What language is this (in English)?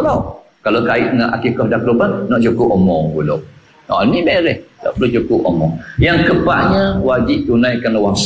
Malay